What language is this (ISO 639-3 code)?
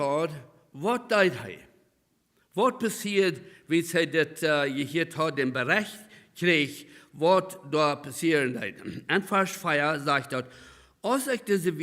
pdt